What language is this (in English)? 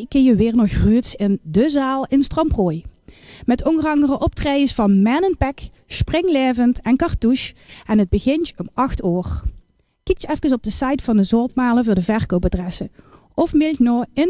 Limburgish